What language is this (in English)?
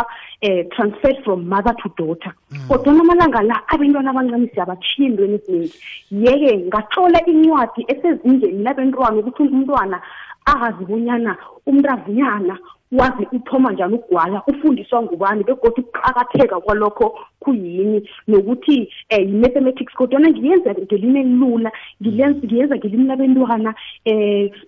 South Ndebele